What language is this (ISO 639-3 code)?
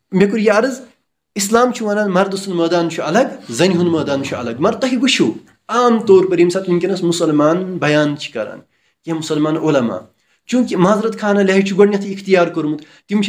kas